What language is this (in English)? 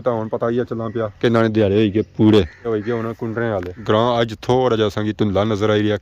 Pahari-Potwari